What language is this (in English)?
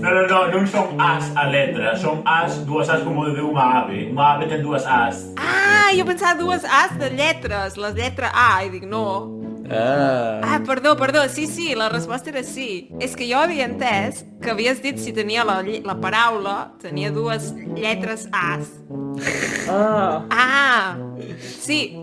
Occitan